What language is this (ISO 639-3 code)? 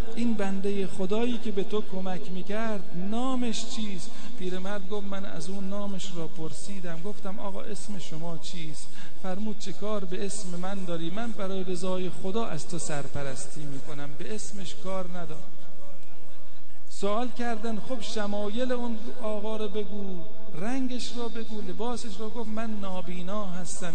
fas